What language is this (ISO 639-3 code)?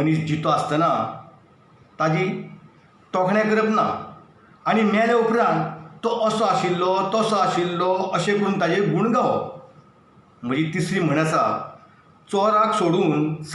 kok